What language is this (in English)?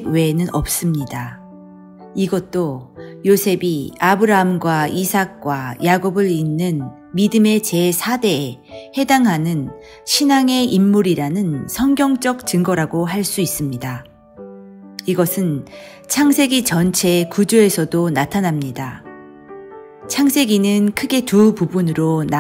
Korean